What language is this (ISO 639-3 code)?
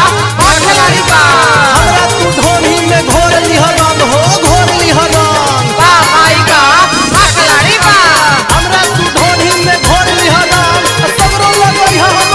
bho